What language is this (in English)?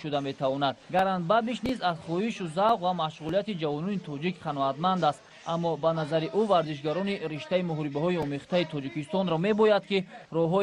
Tajik